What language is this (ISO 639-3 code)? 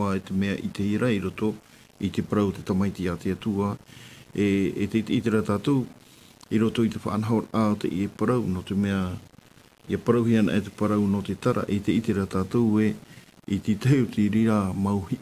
tah